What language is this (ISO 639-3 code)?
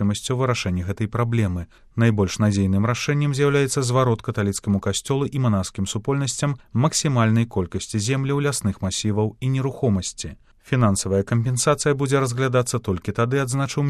bel